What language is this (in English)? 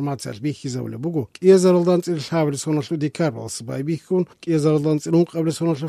Avaric